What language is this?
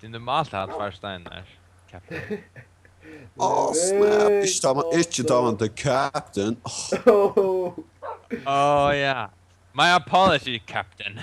Faroese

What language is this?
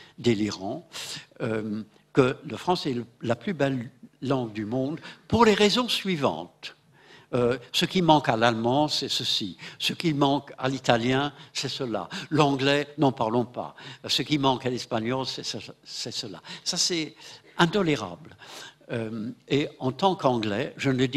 French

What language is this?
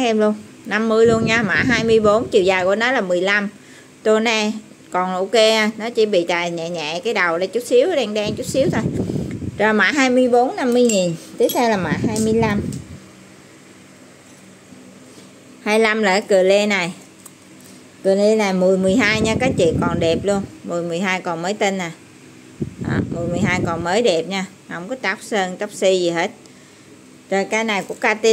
Vietnamese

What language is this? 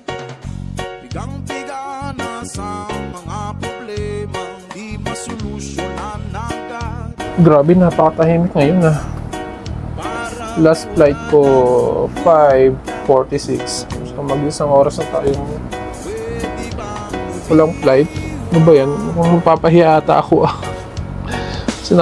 Filipino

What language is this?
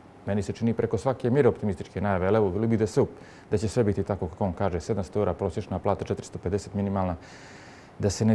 Serbian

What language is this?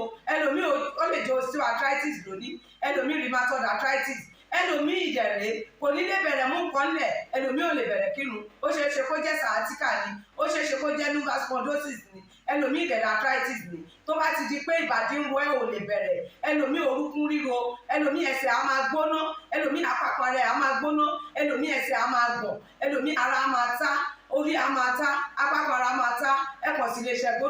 Yoruba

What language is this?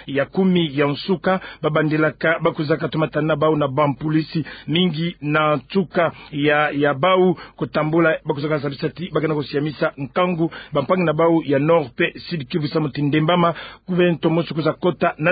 Kituba (Democratic Republic of Congo)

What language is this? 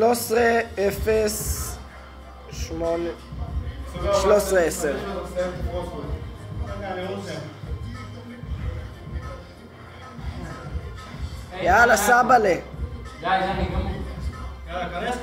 Hebrew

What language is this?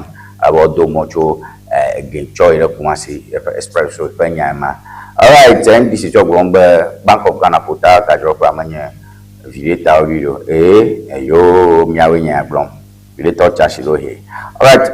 Ewe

